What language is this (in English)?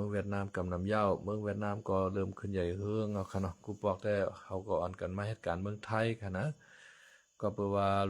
Shan